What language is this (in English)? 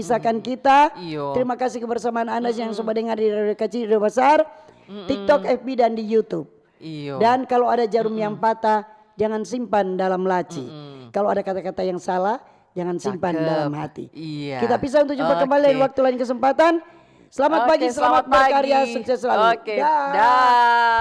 Manado Malay